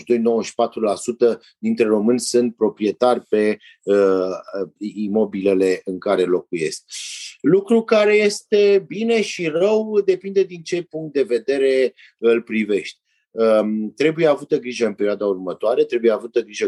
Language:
Romanian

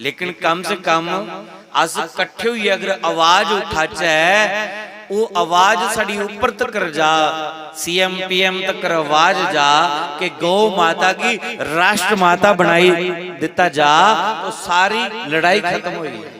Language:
Dogri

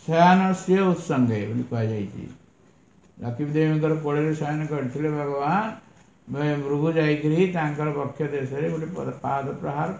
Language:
Odia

